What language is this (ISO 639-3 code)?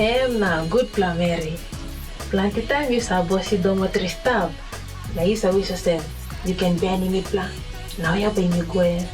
tpi